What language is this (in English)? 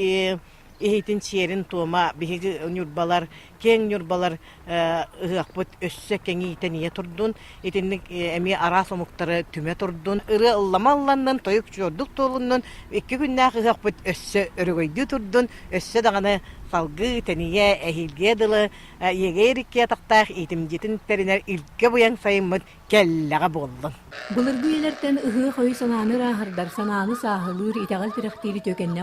Yakut